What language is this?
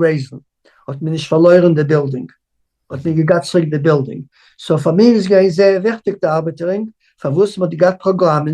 Yiddish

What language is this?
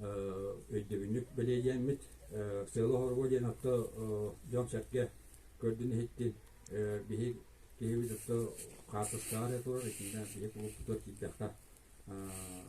Yakut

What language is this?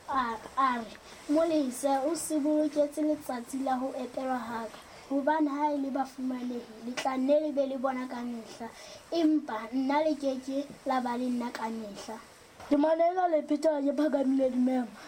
Southern Sotho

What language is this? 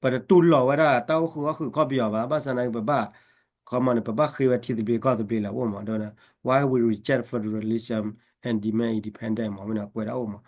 S'gaw Karen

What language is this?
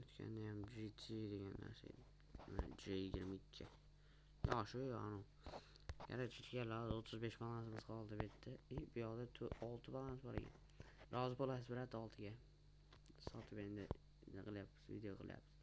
Uzbek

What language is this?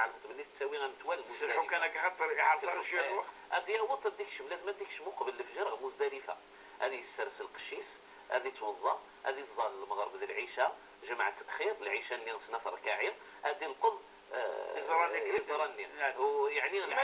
Moroccan Arabic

